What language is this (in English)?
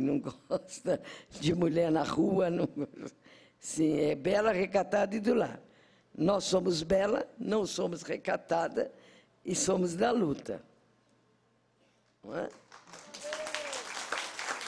Portuguese